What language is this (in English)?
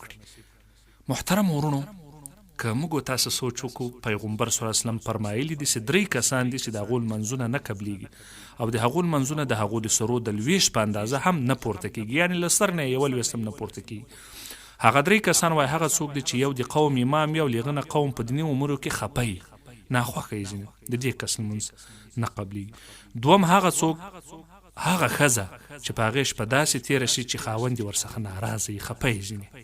Pashto